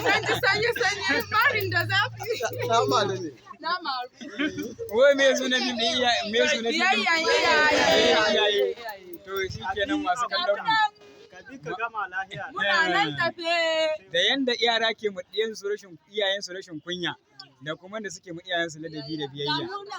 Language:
Hausa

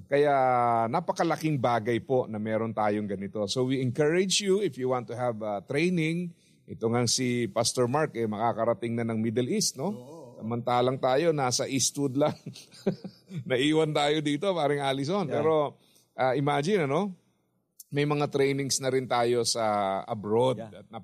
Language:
Filipino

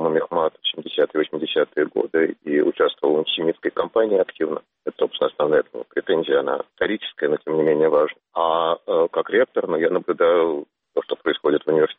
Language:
Russian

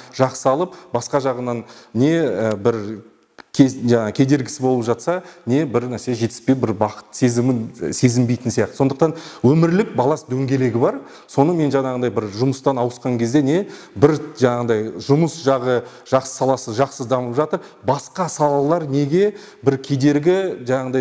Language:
Kazakh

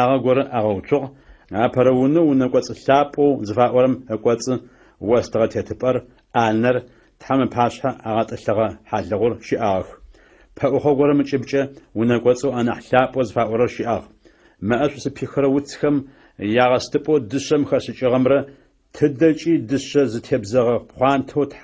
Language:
Adyghe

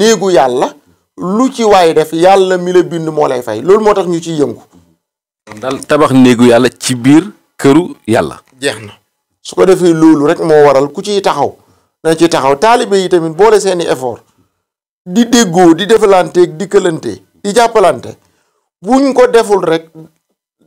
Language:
Wolof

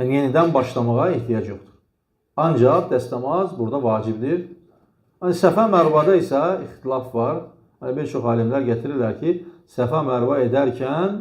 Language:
Azerbaijani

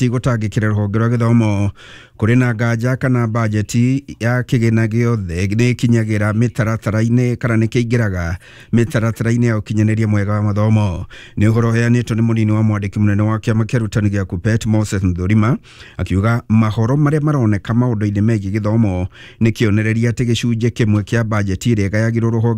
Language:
Kikuyu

